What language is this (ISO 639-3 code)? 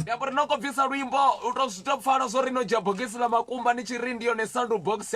ven